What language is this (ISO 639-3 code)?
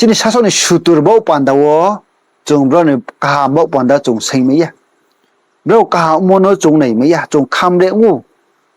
ria